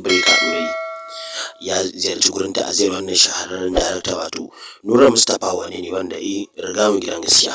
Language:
Hausa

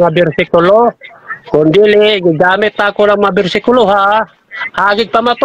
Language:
Cebuano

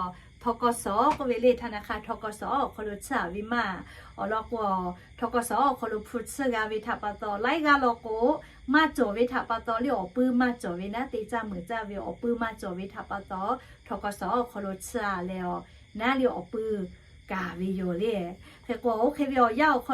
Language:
Lahu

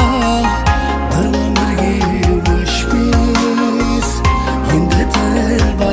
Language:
Kara-Kalpak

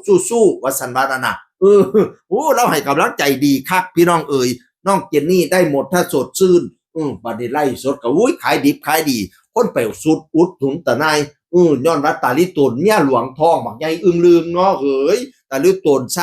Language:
Northeastern Thai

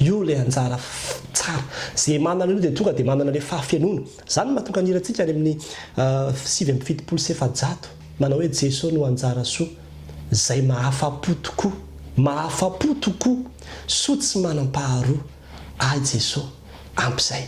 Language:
Malagasy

